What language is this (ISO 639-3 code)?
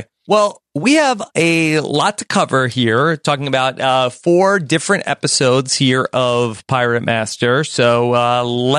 eng